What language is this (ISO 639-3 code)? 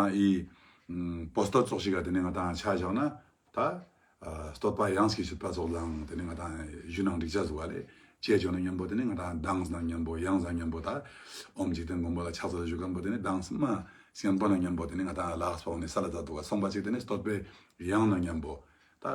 lbj